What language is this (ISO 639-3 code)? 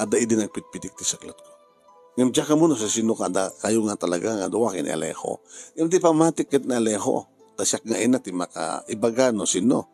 ilo